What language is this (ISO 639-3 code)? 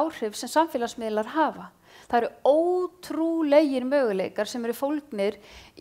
isl